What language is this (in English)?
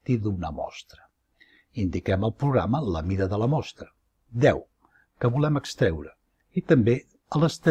Catalan